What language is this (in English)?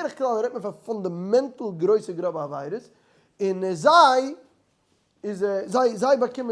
Yiddish